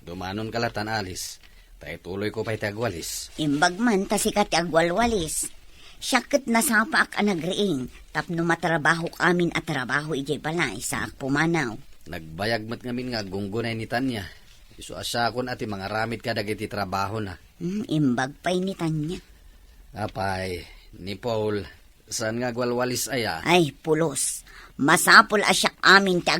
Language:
Iloko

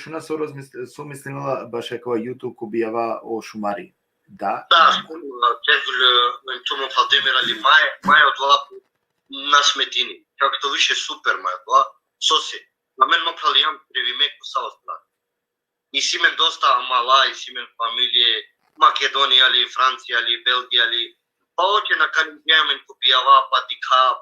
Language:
Balkan Romani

